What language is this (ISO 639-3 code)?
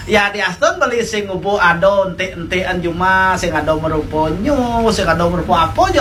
ban